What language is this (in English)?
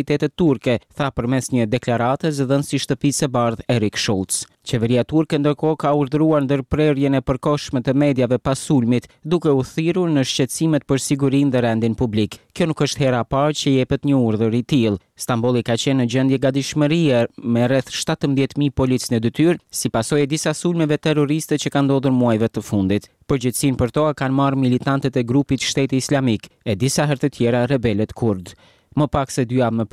Albanian